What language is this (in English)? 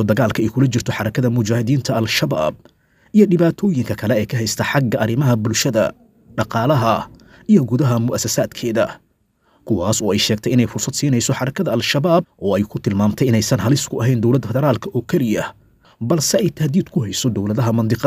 Somali